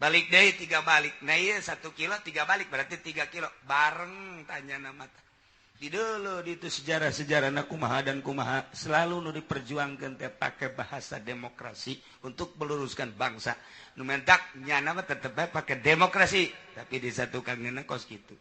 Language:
Sundanese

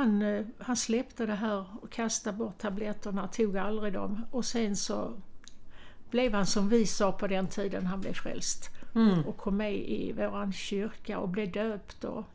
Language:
Swedish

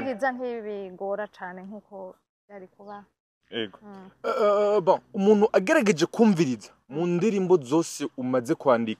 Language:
Rundi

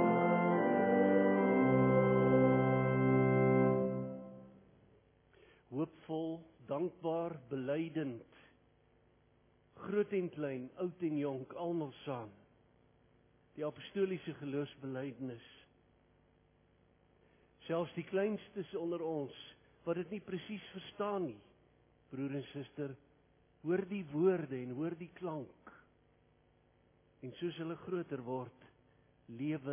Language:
Afrikaans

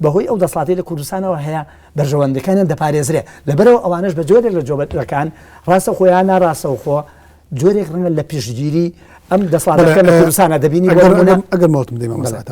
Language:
Central Kurdish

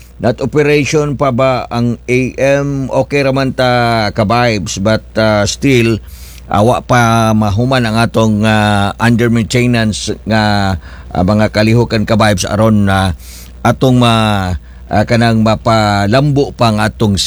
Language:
Cebuano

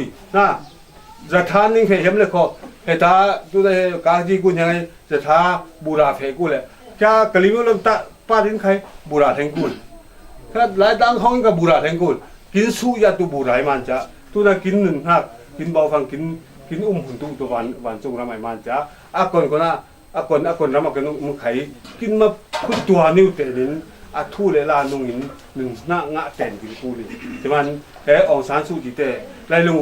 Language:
Falam Chin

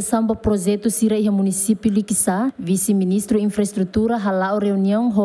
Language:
Tetum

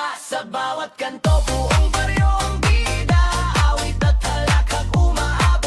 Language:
Hiligaynon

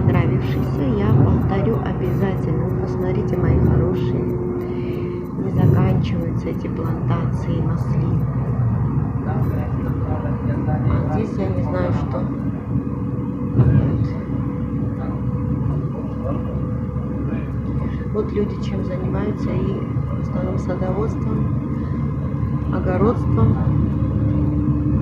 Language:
Russian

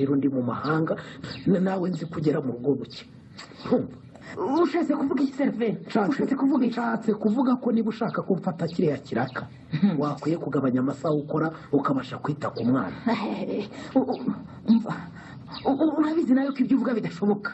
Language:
Kinyarwanda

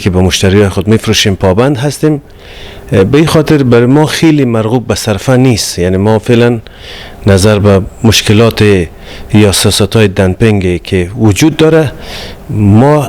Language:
Persian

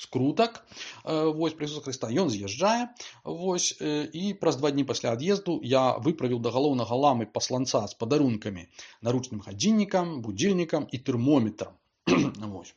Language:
Belarusian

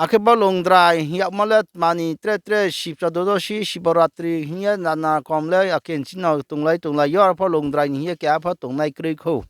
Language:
Riang (India)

